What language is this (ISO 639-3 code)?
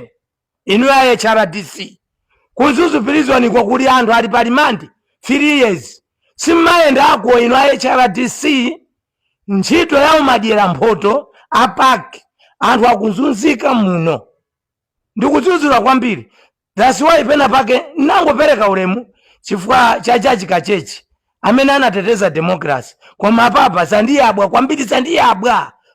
nya